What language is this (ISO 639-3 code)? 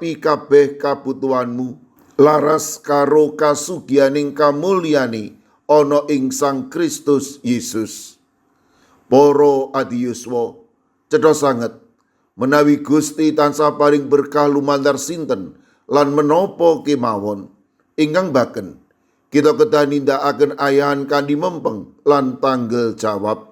jav